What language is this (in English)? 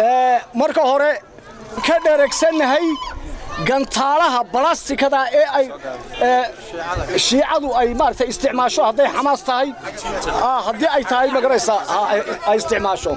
Somali